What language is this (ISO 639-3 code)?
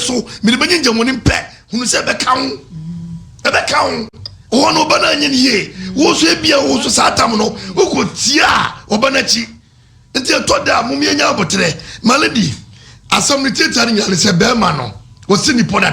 aka